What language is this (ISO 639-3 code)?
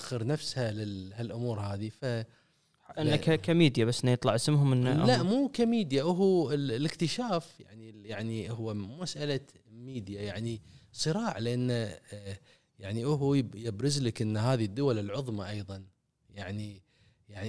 afb